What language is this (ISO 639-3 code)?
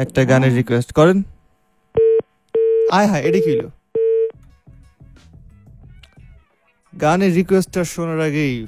ben